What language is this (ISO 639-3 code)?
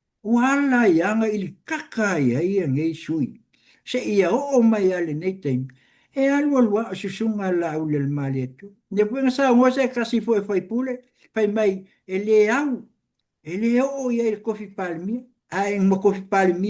smo